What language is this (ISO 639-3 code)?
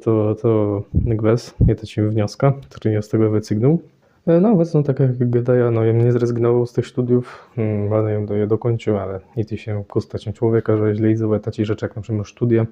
csb